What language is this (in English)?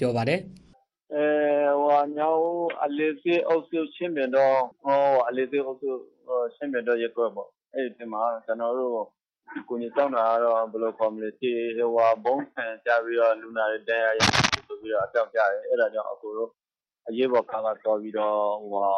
Burmese